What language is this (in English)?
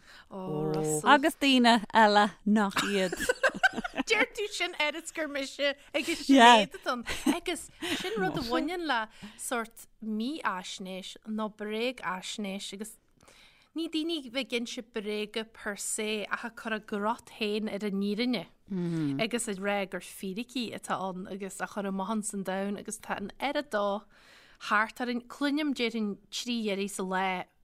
Irish